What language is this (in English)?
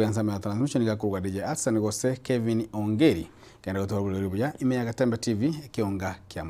Gusii